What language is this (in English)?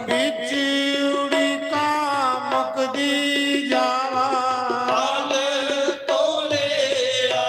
Dogri